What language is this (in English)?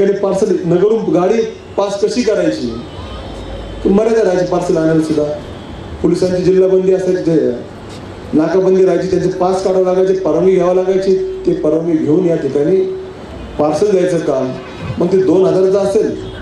Marathi